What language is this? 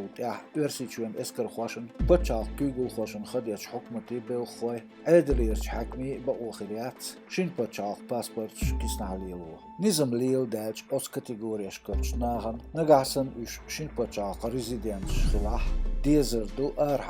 Chechen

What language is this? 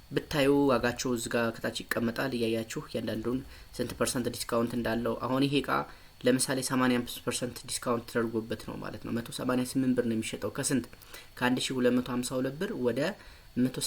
Amharic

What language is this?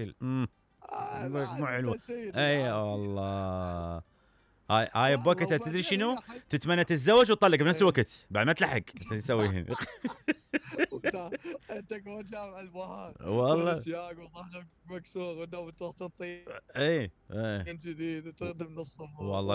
Mesopotamian Arabic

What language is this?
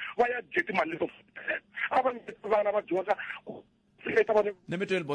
Tsonga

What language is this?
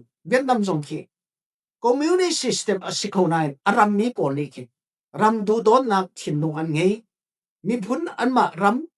Falam Chin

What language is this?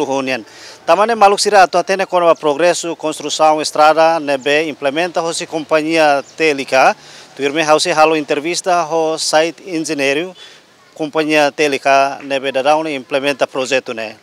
Tetum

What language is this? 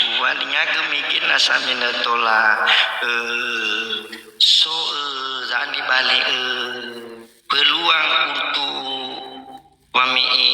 Nias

